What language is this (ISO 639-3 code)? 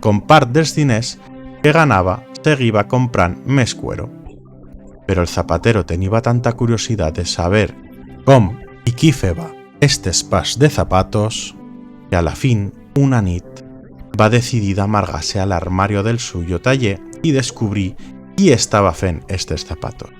arg